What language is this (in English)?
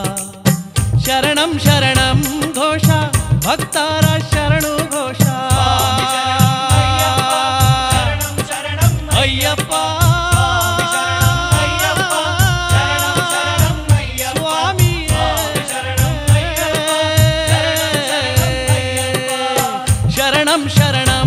Kannada